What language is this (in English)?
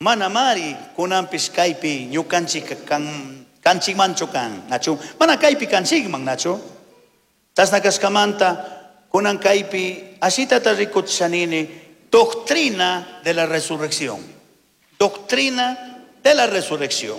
Chimborazo Highland Quichua